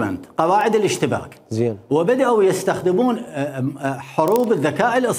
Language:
Mesopotamian Arabic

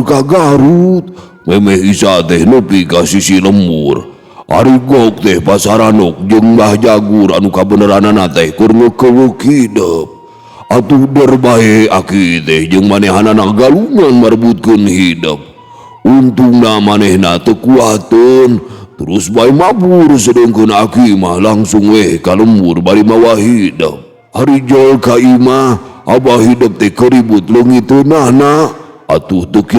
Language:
Sundanese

